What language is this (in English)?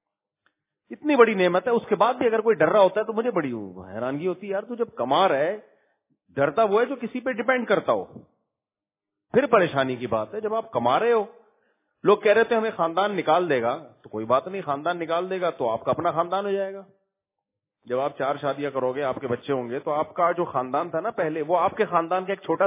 Urdu